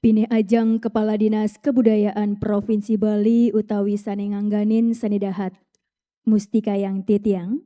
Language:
Balinese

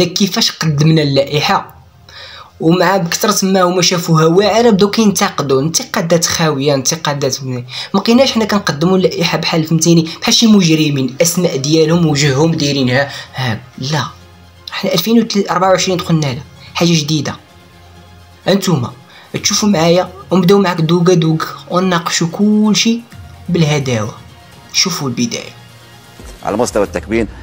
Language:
Moroccan Arabic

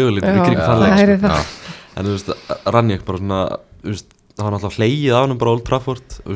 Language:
Icelandic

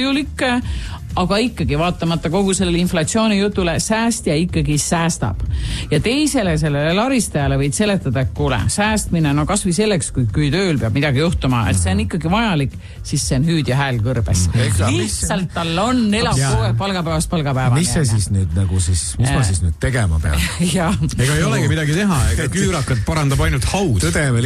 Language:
Estonian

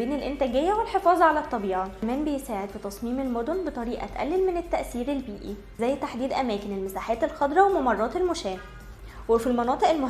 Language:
Egyptian Arabic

